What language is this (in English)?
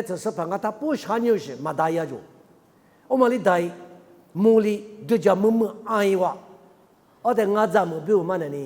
Lisu